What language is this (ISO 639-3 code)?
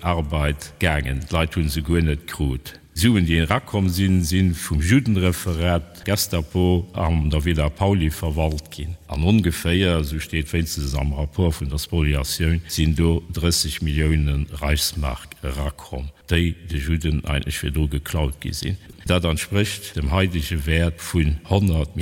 ltz